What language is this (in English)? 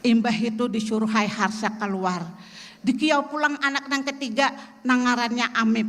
Banjar